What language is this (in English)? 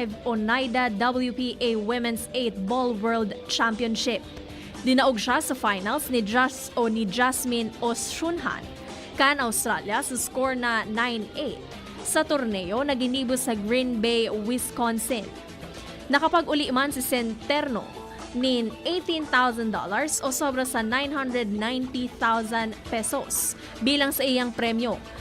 Bikol